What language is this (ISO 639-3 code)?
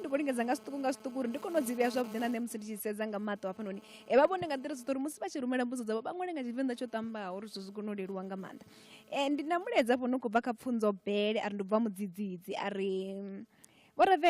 ven